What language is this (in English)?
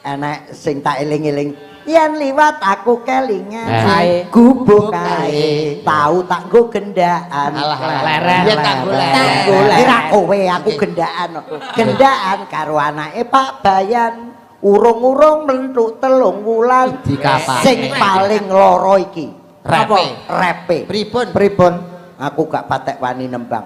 Javanese